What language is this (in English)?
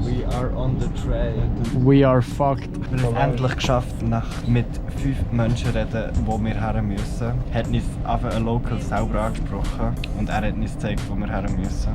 Swiss German